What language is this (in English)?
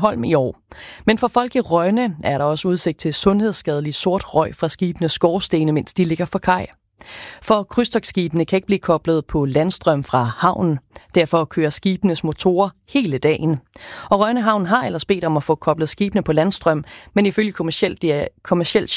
Danish